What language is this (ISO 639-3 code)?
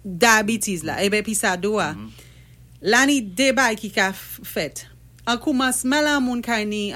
acf